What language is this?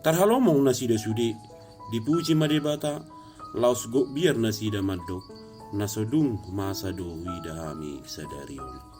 Batak Toba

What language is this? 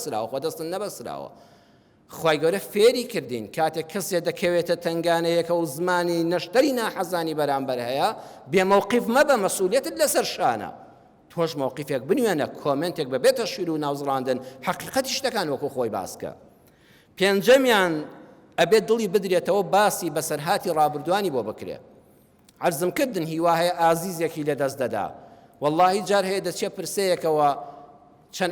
Central Kurdish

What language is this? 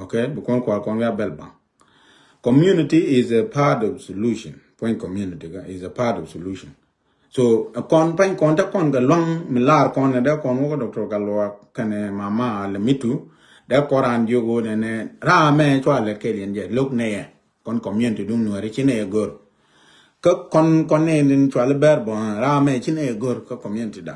Nuer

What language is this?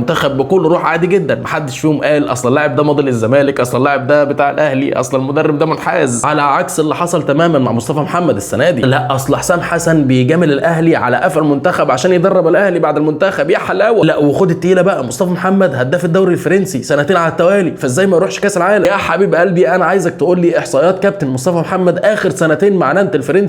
Egyptian Arabic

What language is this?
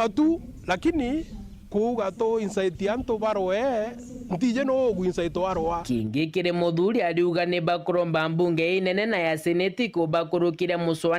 Meru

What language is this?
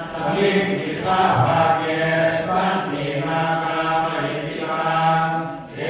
Pali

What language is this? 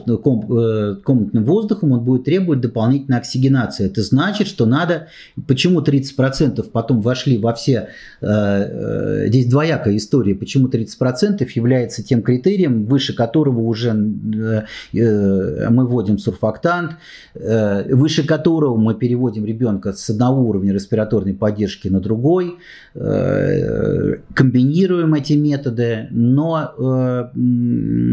Russian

